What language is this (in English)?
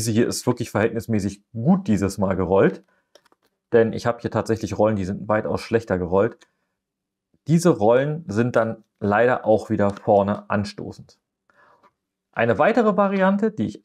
German